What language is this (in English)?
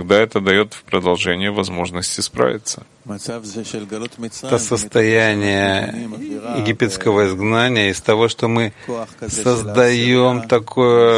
Russian